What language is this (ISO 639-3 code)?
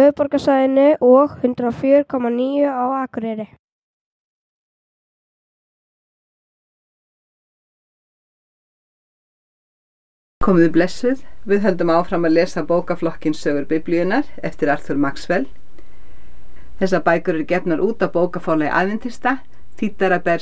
isl